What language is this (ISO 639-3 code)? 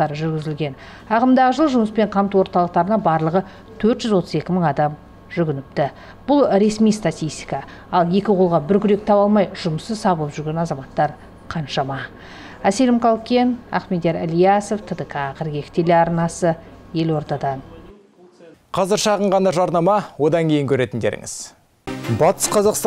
kaz